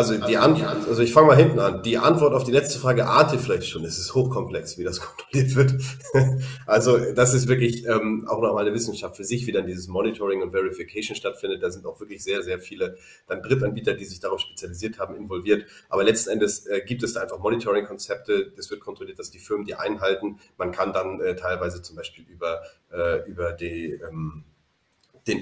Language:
German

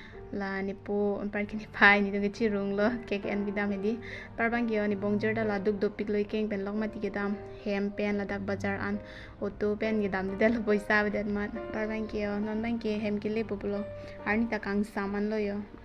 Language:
Karbi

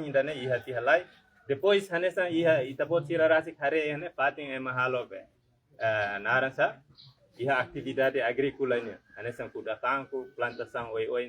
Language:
Tetum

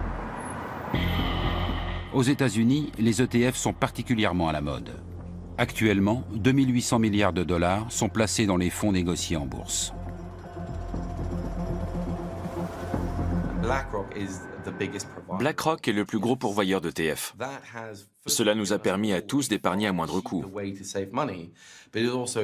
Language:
French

